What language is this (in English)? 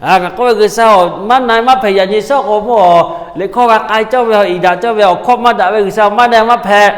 Lahu